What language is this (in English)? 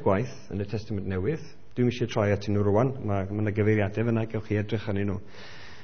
Welsh